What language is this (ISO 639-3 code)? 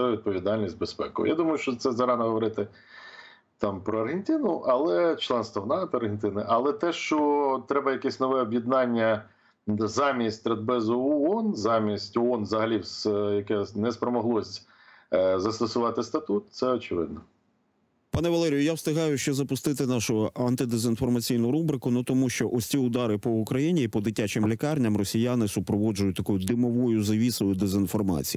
ukr